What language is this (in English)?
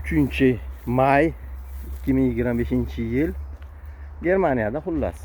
Uzbek